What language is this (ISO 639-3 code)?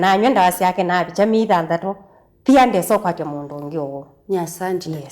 kam